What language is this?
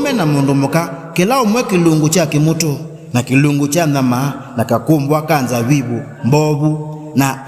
Kamba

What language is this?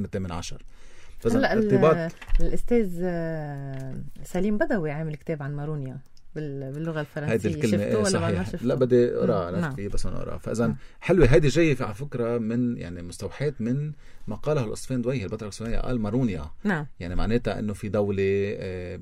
North Levantine Arabic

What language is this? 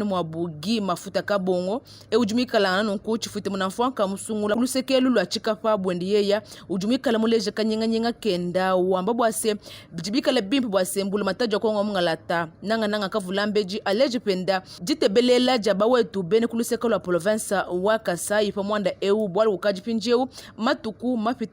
Luba-Lulua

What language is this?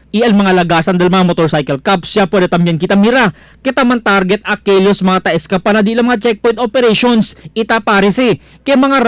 Chavacano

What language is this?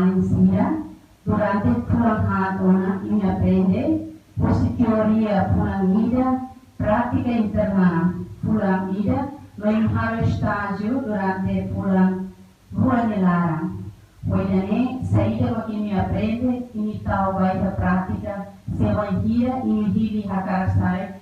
Tetum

